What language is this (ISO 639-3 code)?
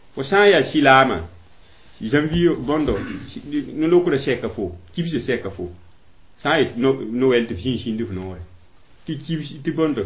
mos